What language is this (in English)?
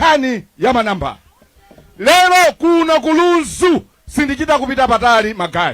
Nyanja